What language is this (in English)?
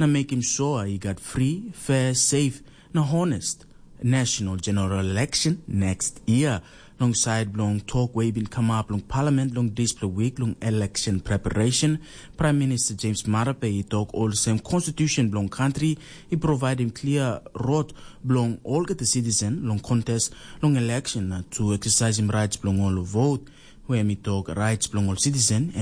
Tok Pisin